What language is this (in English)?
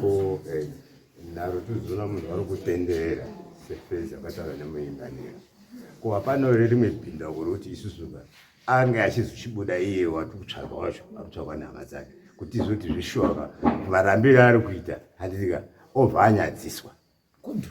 Shona